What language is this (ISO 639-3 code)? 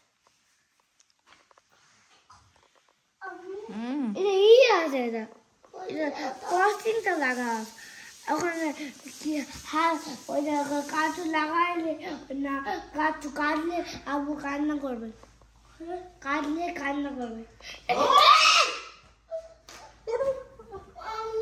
ben